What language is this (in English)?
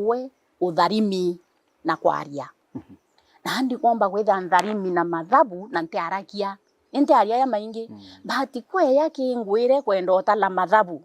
Meru